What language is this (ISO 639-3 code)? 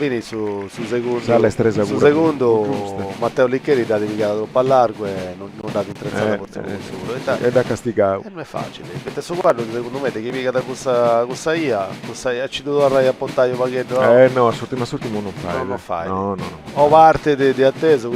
srd